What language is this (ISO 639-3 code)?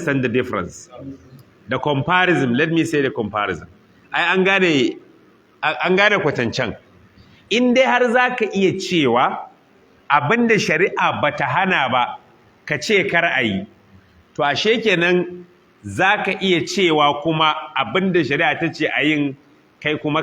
hau